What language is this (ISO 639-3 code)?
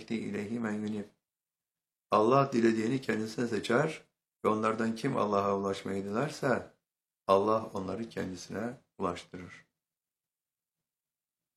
tur